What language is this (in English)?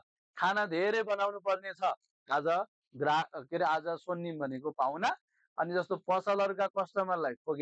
Nepali